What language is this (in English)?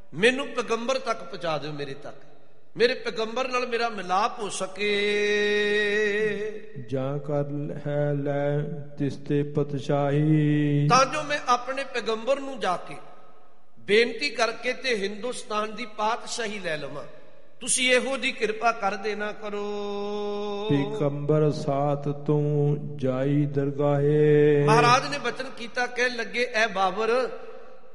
Punjabi